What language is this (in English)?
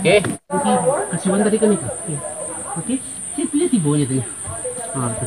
Minangkabau